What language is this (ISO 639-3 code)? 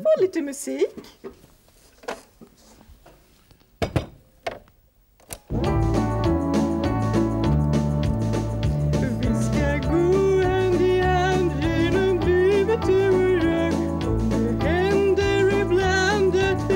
swe